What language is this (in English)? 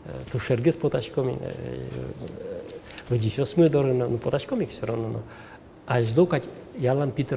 Udmurt